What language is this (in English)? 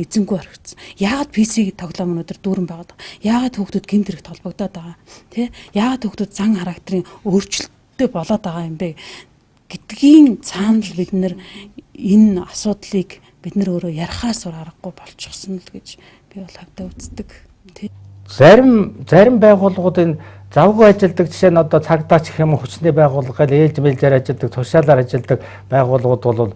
Mongolian